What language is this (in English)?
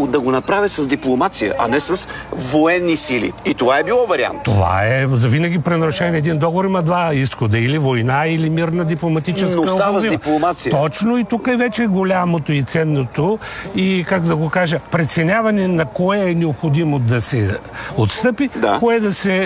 Bulgarian